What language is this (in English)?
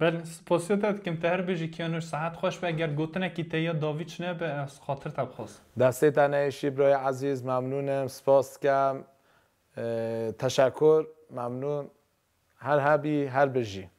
Kurdish